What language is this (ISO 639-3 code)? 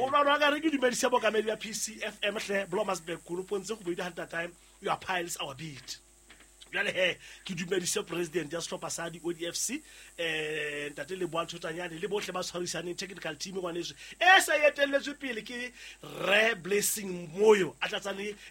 sot